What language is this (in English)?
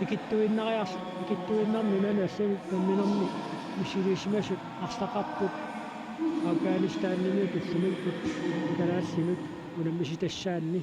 Kalaallisut